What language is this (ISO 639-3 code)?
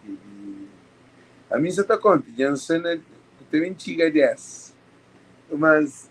kea